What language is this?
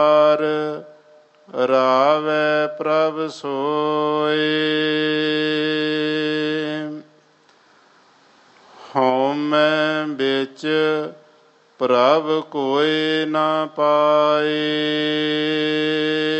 Punjabi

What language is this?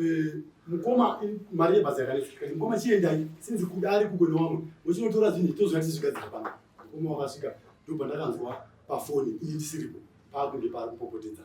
Shona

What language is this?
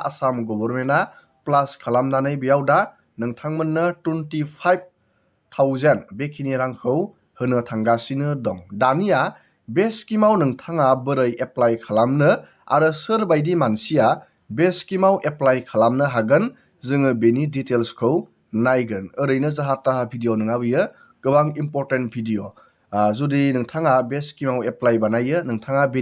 Bodo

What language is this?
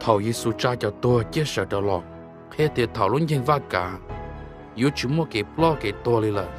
Hmong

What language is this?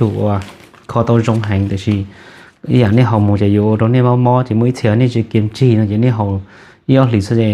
Hmong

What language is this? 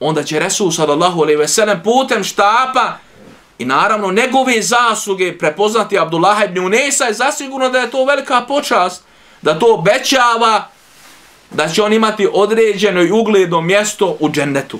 Bosnian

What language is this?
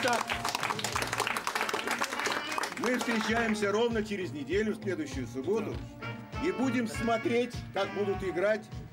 Russian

